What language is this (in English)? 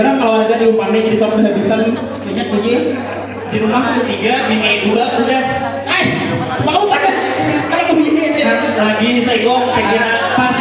Banjar